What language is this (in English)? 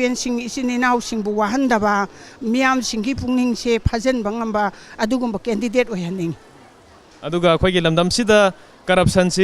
Manipuri